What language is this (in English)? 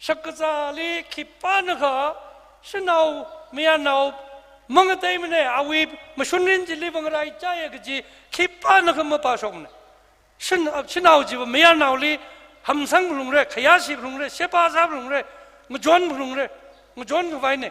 Tangkhul Naga (India)